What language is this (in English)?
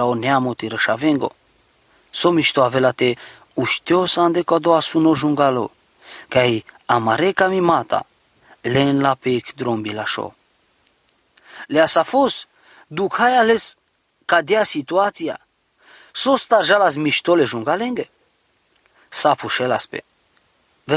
Romany